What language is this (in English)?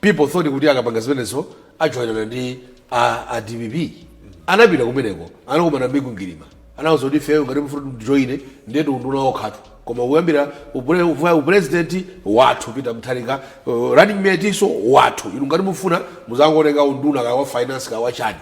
Nyanja